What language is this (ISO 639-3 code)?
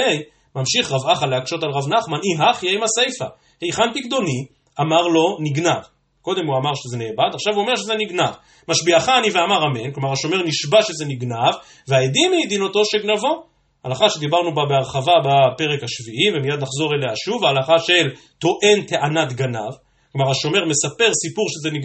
heb